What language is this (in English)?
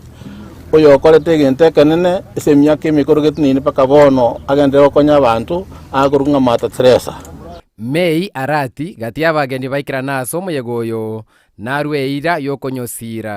Gusii